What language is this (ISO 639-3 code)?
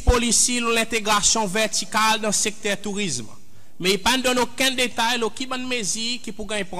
crs